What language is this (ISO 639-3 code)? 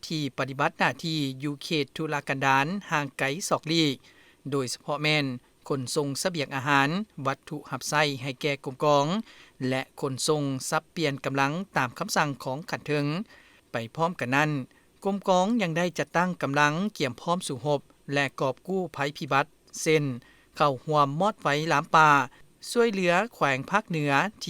lao